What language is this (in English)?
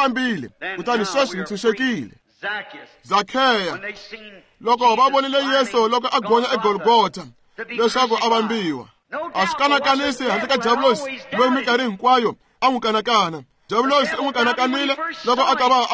Tsonga